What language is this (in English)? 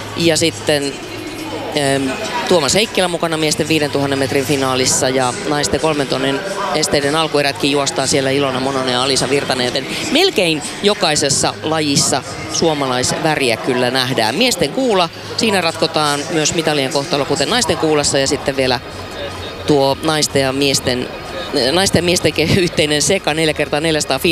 Finnish